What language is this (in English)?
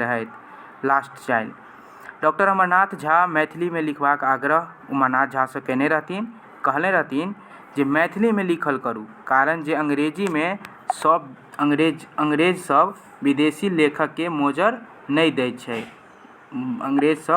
Maithili